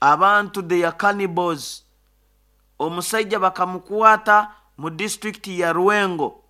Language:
Nyoro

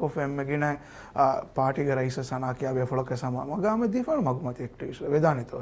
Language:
Divehi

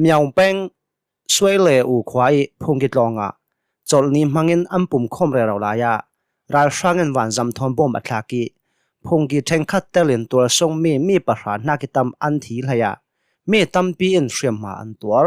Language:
Hakha Chin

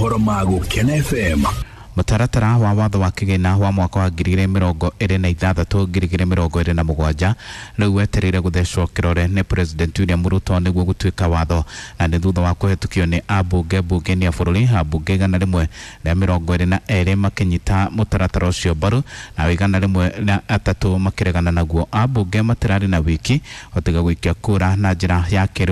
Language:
Kikuyu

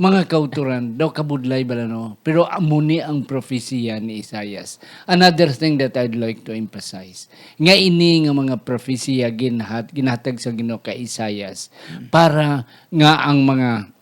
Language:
Hiligaynon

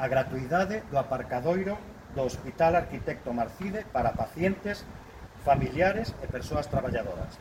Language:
Galician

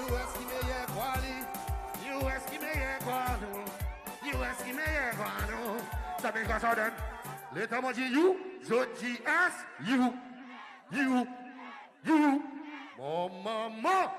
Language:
Seselwa Creole French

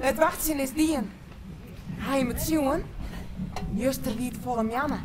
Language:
Western Frisian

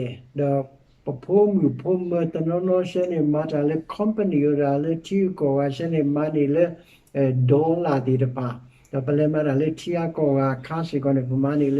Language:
S'gaw Karen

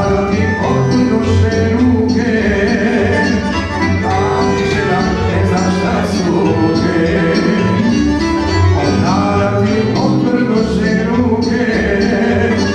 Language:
Serbian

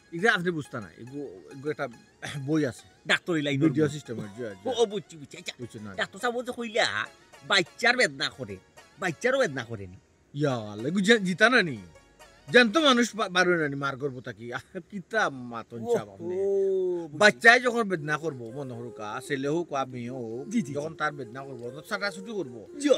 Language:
Sylheti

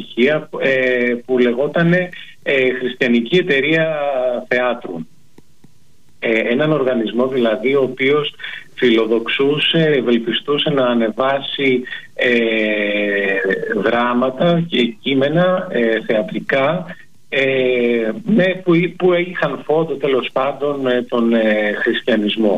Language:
Greek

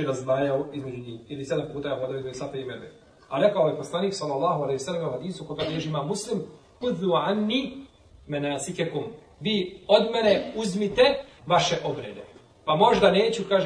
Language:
Bosnian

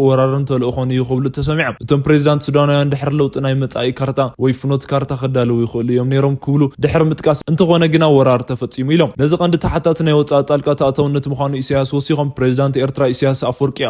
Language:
Tigrinya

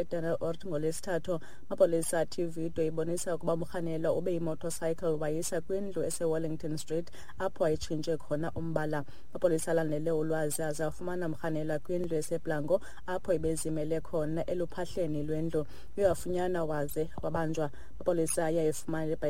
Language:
Xhosa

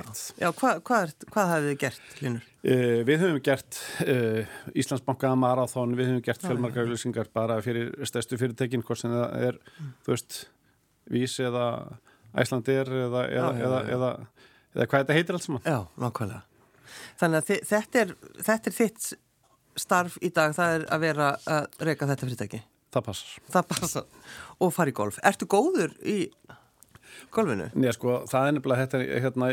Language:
Icelandic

